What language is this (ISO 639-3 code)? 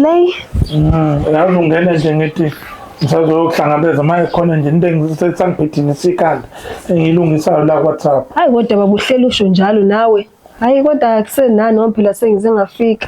zul